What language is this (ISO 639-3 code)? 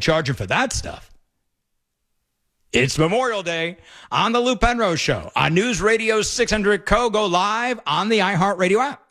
eng